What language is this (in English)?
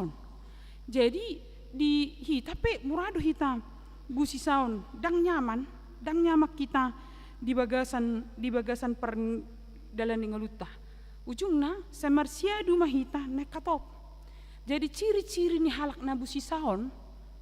Batak Toba